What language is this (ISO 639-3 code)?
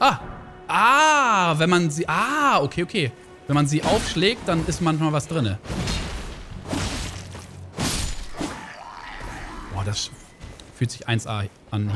deu